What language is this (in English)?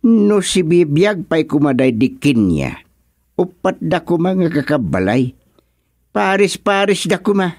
Iloko